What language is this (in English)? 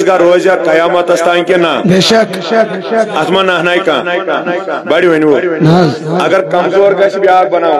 Kashmiri